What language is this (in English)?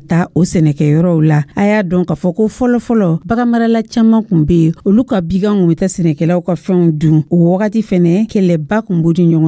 Dyula